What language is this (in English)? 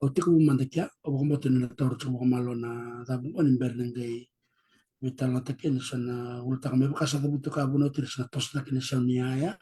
Fijian